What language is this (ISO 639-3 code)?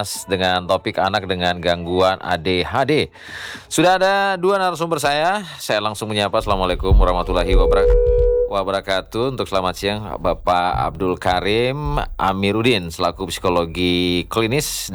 ind